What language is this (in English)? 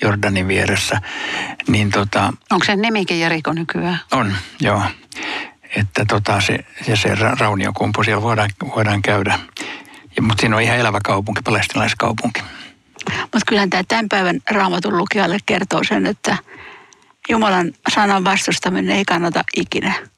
Finnish